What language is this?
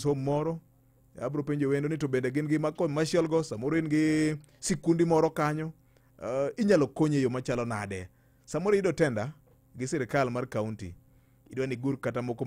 Luo (Kenya and Tanzania)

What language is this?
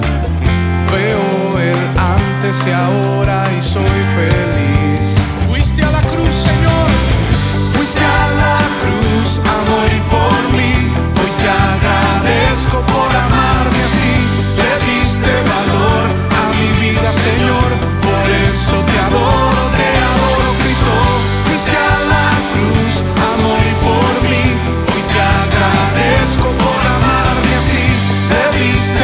Spanish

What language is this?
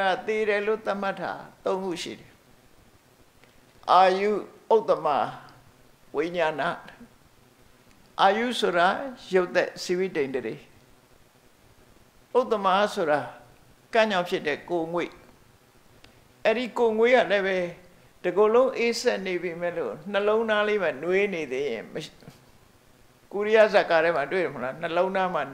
Burmese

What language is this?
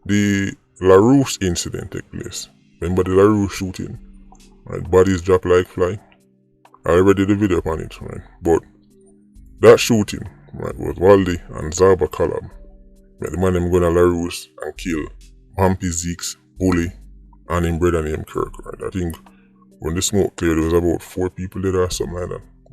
Jamaican Creole English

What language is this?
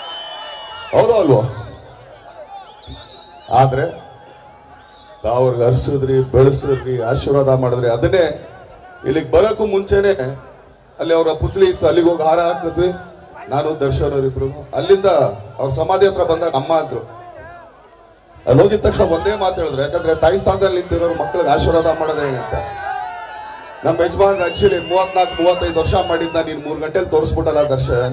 Kannada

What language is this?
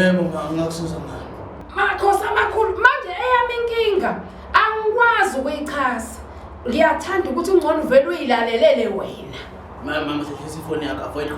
Zulu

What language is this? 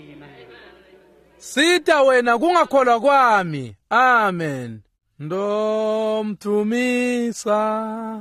Swati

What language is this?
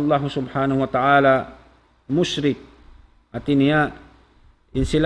Tausug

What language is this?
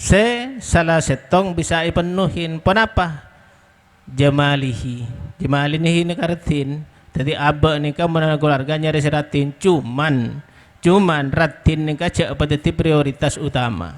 Madurese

